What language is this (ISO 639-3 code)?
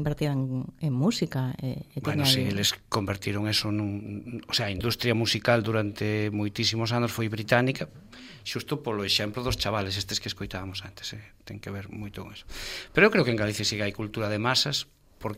glg